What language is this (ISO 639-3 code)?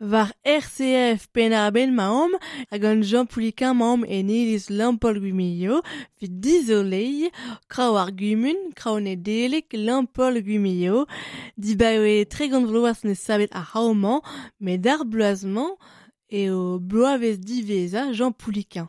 bre